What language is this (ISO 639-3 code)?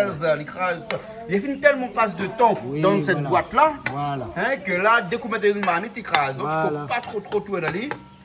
rcf